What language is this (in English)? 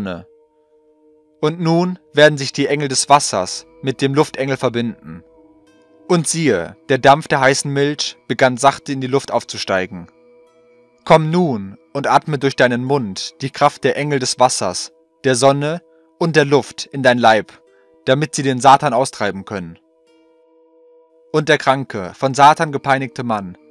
German